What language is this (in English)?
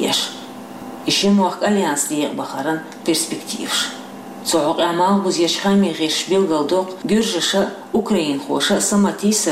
Chechen